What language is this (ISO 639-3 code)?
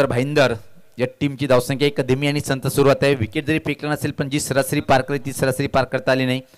mar